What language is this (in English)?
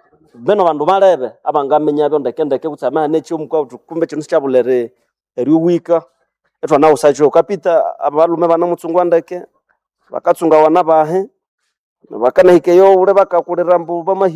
Nande